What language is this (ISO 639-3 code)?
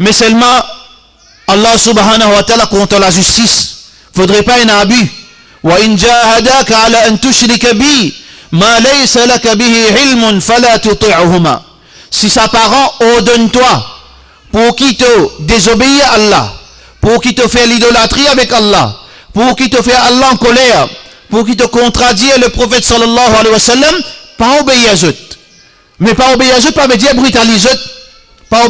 mfe